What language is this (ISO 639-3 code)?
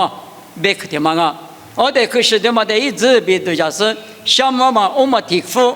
lis